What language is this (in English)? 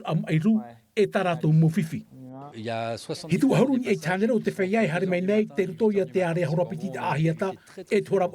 Tahitian